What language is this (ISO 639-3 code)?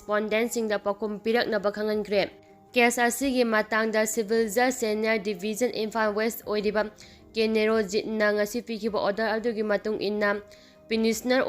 mni